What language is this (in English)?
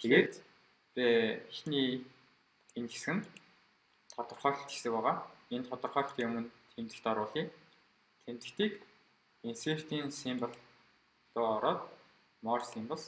Mongolian